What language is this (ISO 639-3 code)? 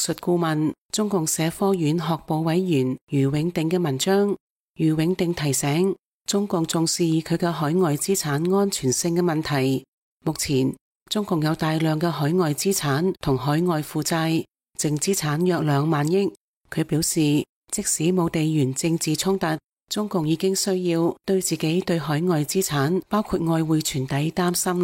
yue